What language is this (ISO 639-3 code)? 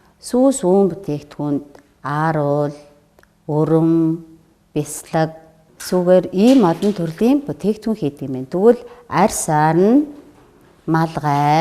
mon